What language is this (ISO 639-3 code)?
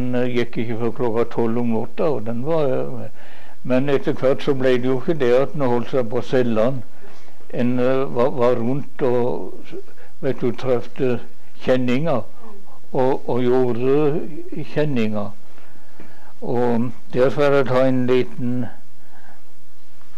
nor